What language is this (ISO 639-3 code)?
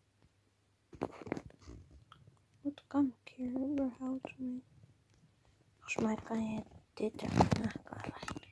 nld